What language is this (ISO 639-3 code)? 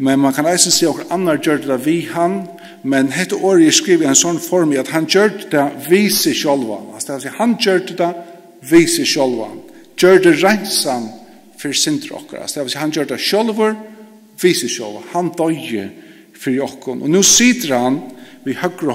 fao